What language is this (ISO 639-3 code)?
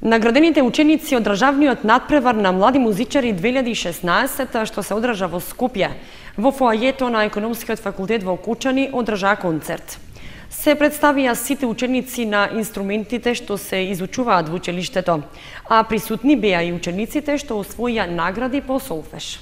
mkd